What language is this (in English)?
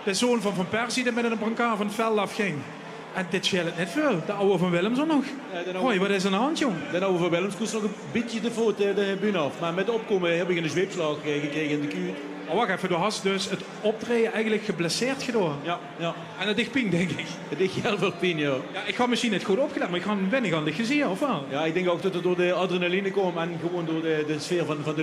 Limburgish